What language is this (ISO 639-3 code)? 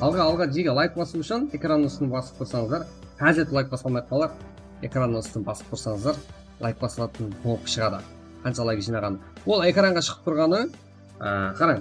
kaa